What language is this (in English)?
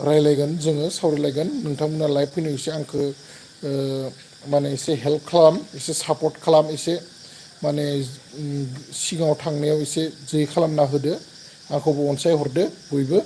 Bodo